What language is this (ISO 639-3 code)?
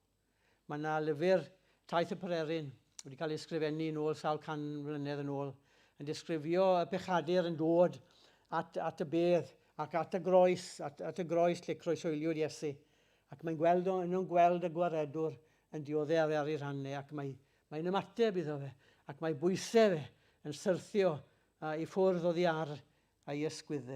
cym